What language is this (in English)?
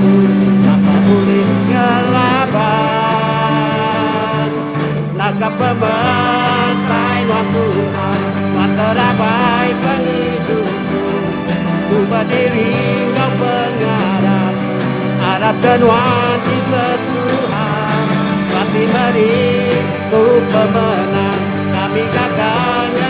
Iban